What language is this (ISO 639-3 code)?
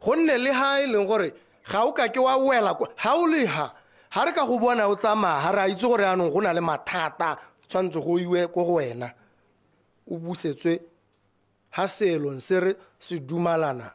tsn